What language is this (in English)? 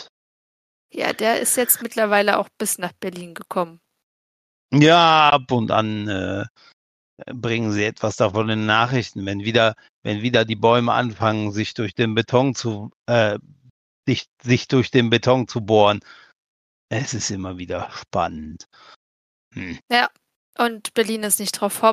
German